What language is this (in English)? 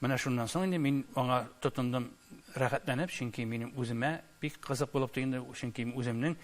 Tatar